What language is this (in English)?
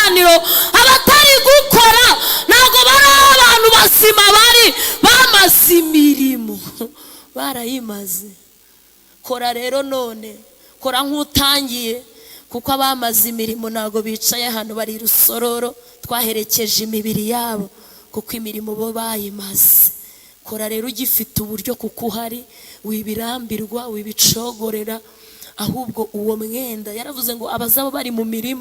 Kinyarwanda